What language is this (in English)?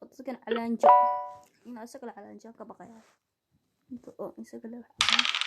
Somali